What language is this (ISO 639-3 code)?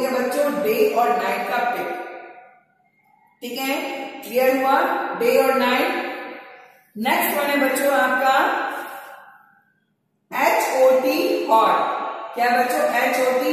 hin